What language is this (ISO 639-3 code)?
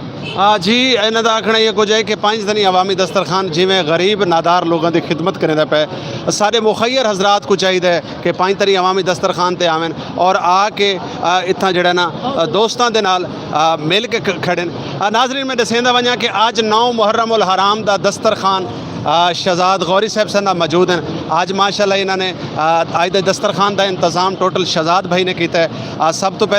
skr